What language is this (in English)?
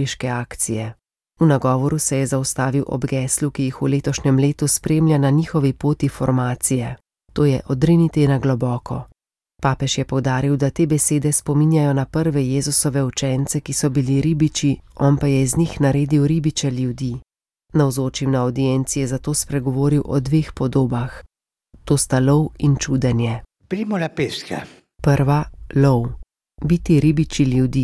Slovenian